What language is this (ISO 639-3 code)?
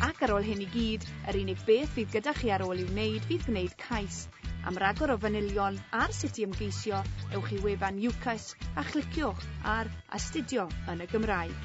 cym